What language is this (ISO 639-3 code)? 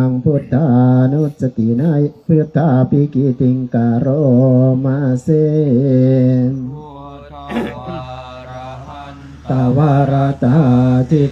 pli